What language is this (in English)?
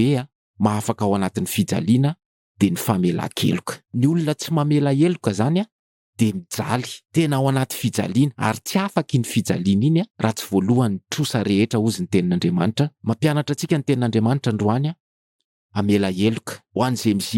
Malagasy